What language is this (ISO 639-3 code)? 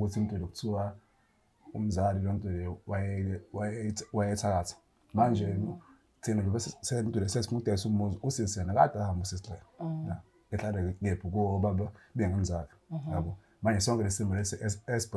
zul